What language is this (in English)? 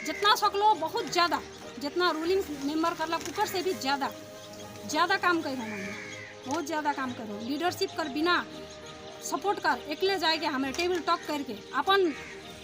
Sadri